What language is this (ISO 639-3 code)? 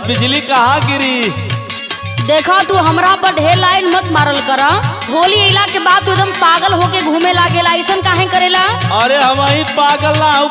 bho